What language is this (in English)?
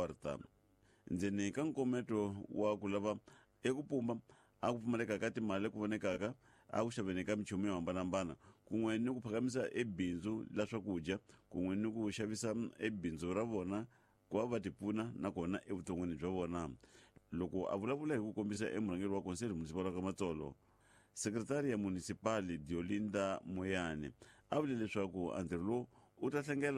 Tsonga